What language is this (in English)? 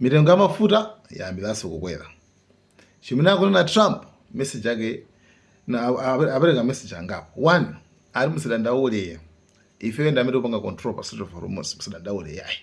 Nyanja